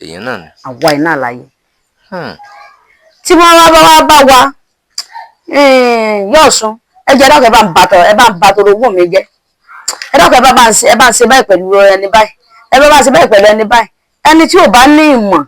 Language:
Yoruba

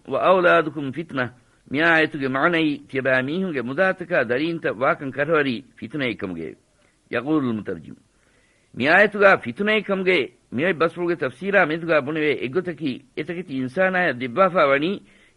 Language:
Divehi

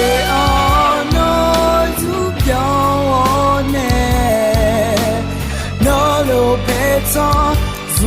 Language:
Akha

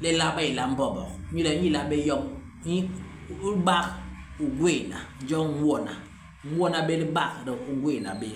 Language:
Basaa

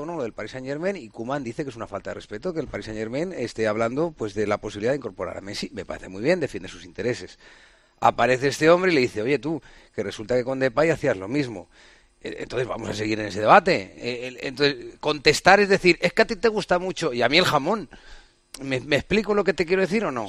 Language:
Spanish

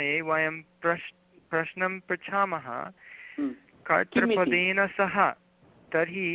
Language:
Sanskrit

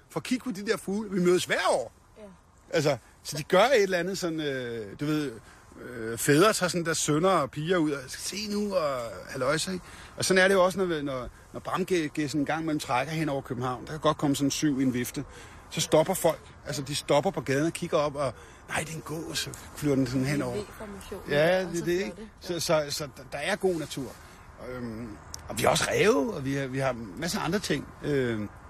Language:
Danish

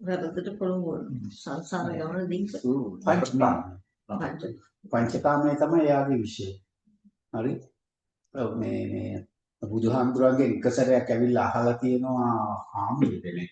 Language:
Sinhala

